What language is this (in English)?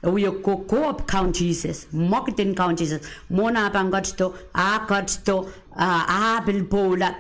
Pohnpeian